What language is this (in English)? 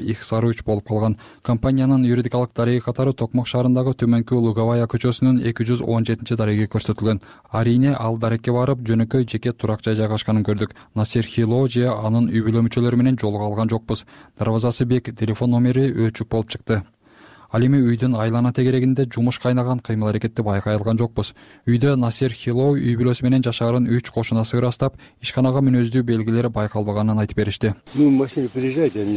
Kyrgyz